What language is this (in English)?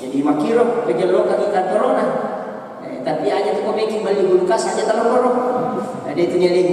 Buginese